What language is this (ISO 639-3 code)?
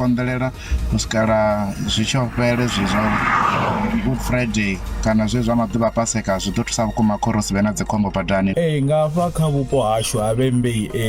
ven